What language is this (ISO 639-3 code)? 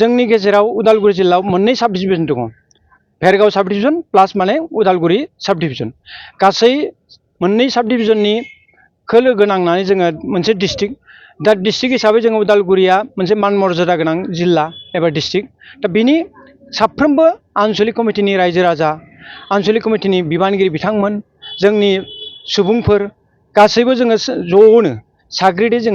brx